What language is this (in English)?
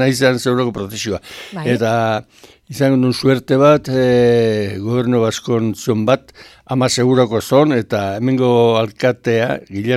Basque